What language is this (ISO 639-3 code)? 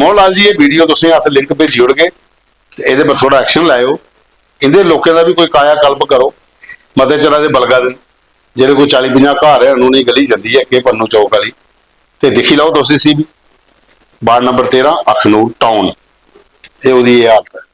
doi